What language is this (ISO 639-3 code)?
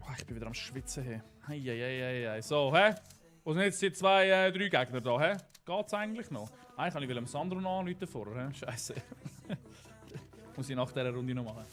gsw